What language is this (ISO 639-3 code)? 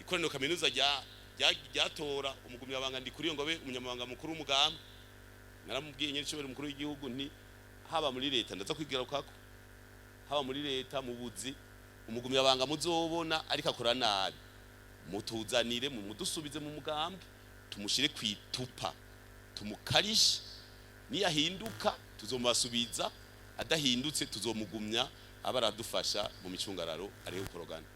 run